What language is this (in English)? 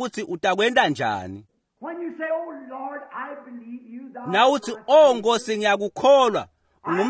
Swati